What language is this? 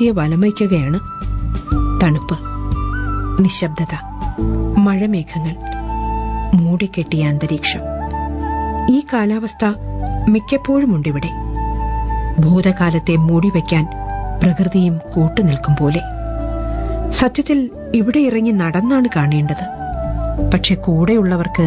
Malayalam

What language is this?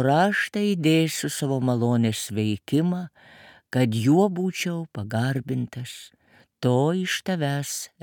Lithuanian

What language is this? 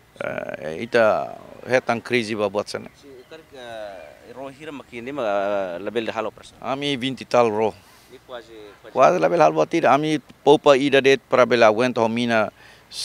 Tetum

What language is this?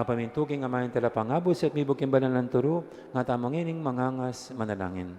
Pampanga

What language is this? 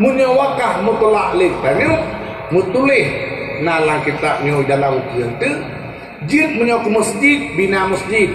Achinese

